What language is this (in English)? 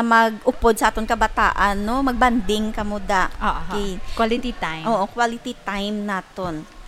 Hiligaynon